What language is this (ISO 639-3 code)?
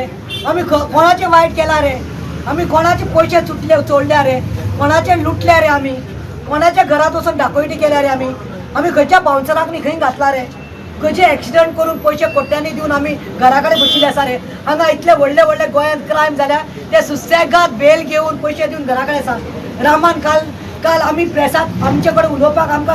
kok